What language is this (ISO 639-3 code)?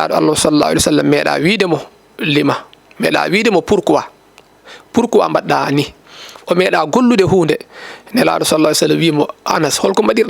ful